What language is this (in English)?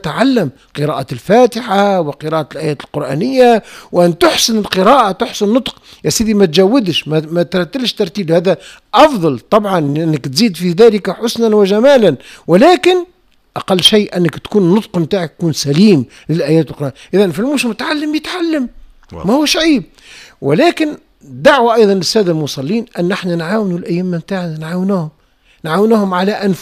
Tunisian Arabic